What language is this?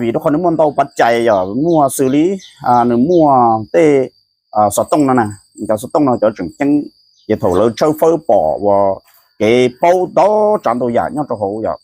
Hmong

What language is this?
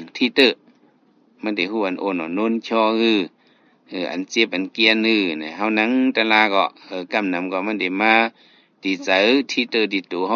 Shan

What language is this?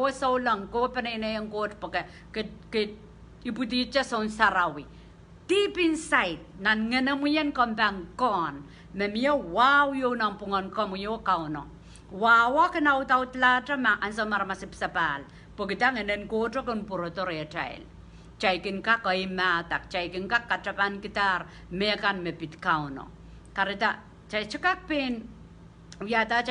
Pohnpeian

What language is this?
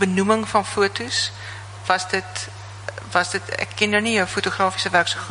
Afrikaans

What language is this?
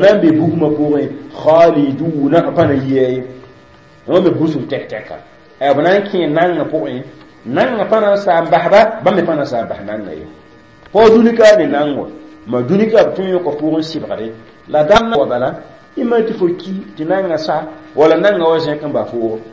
Mossi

